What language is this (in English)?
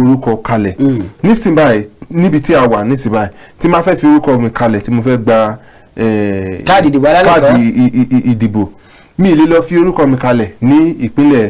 Yoruba